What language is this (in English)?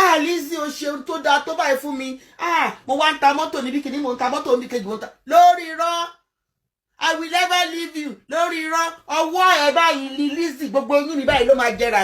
Yoruba